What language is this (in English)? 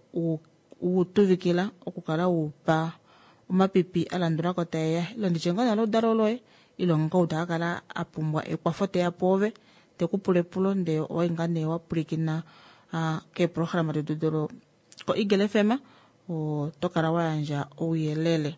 Kuanyama